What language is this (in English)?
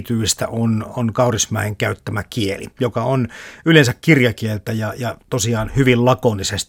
Finnish